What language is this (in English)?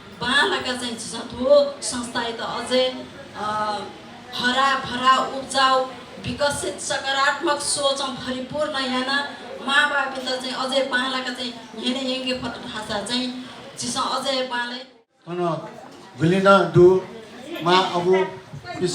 Newari